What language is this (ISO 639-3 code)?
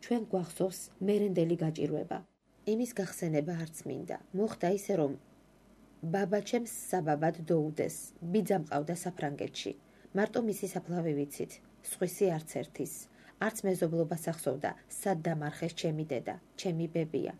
kat